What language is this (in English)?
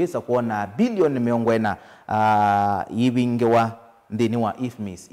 Kamba